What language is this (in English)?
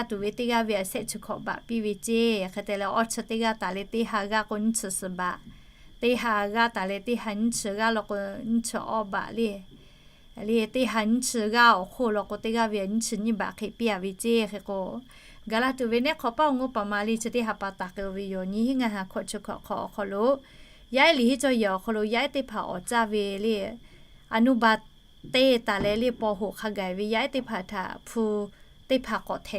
Lahu